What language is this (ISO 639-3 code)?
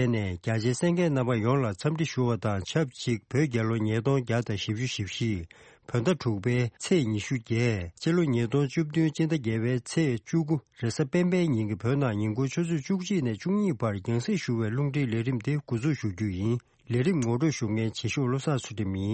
bod